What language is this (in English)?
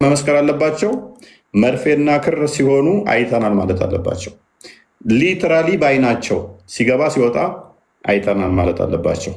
Amharic